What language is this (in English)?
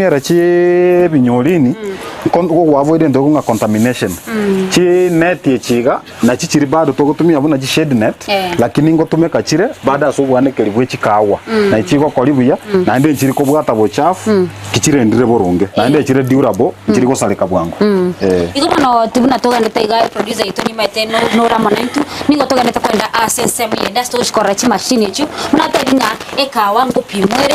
Gusii